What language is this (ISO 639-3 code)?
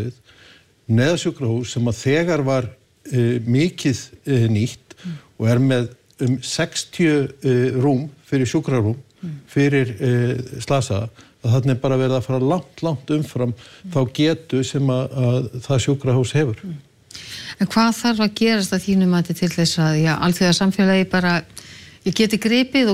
isl